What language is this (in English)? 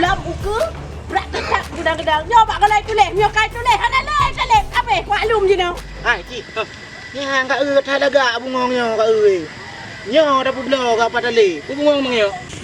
Achinese